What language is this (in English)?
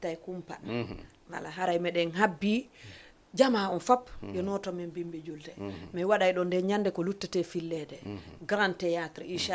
Fula